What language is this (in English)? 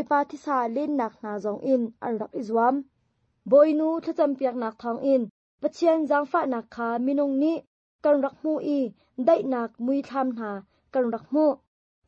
Hakha Chin